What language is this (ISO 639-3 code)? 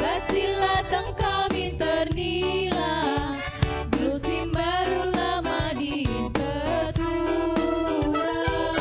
btx